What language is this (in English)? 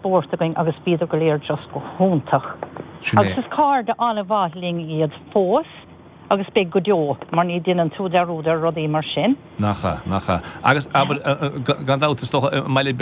Irish